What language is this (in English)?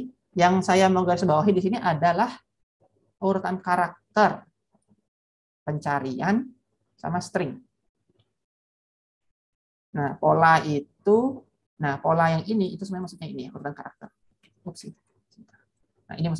Indonesian